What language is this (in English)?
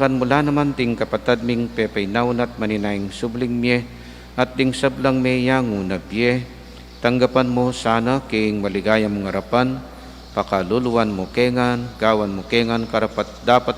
Pampanga